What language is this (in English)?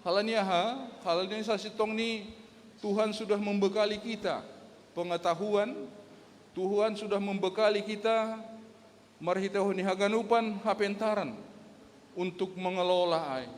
Batak Simalungun